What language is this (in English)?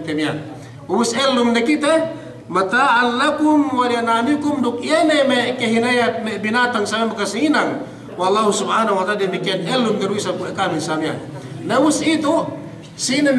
Yakan